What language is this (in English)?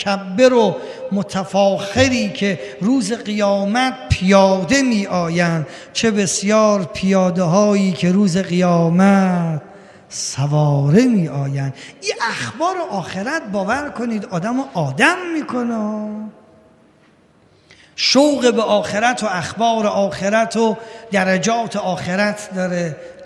Persian